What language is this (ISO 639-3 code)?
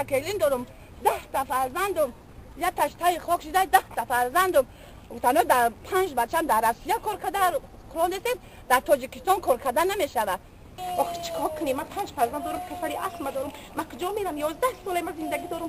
tgk